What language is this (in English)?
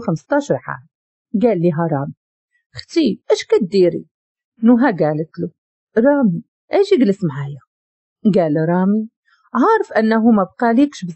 Moroccan Arabic